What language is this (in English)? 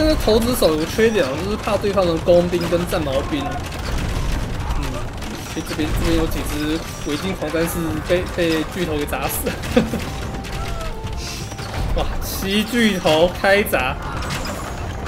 Chinese